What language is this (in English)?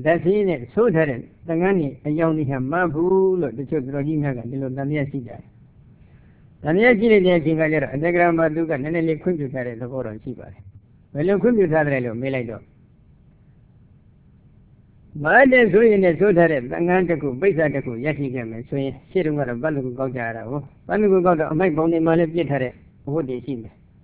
Burmese